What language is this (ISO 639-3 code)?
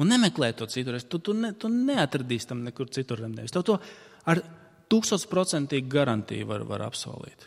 lav